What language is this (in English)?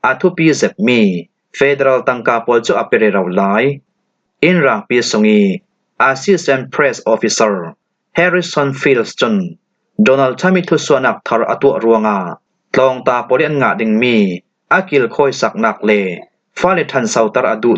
Falam Chin